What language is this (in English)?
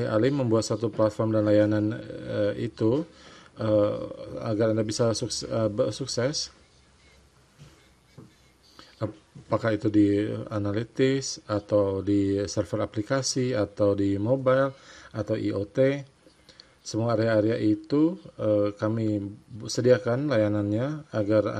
Indonesian